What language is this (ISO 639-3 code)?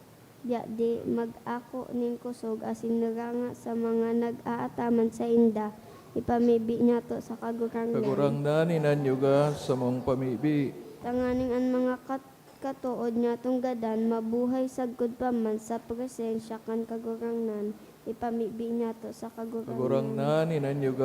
bik